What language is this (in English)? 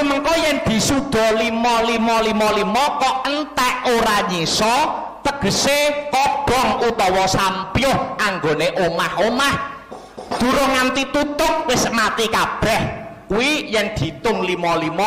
Javanese